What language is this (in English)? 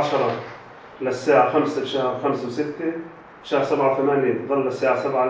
North Levantine Arabic